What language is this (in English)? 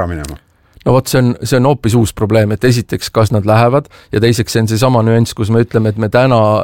Estonian